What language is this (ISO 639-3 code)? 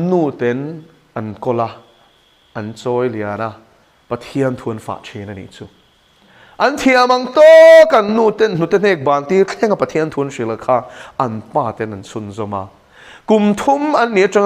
lus